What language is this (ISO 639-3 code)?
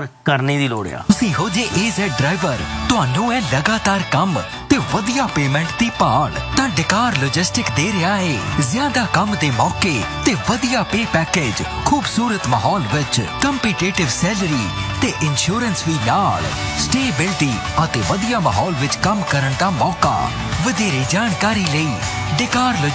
pan